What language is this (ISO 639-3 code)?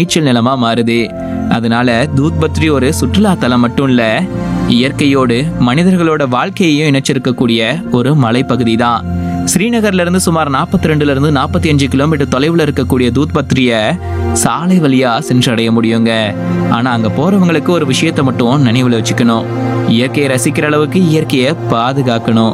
tam